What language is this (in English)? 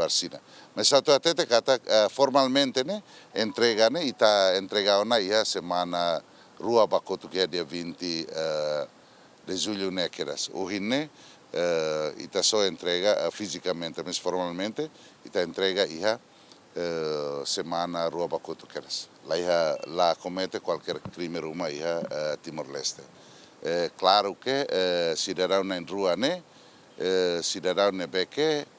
Tetum